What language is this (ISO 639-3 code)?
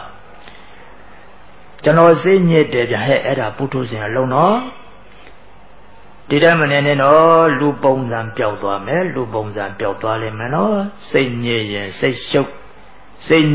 mya